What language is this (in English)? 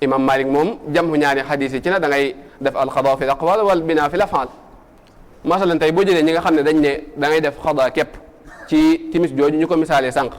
Wolof